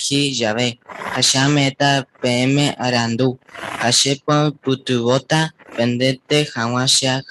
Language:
Guarani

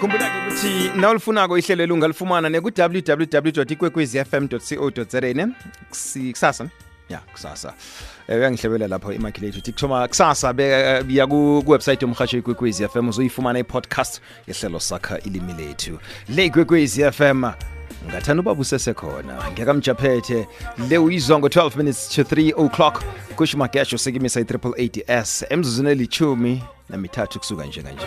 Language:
South Ndebele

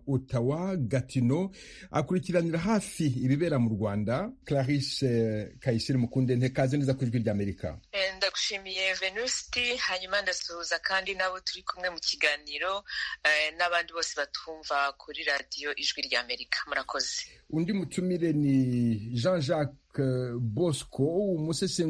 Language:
Kinyarwanda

